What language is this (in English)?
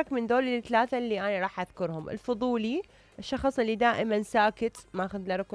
Mesopotamian Arabic